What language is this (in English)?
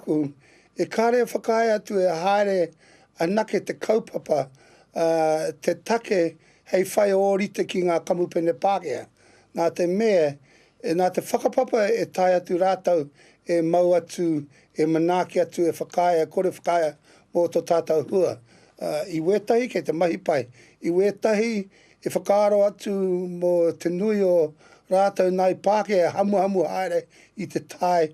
Māori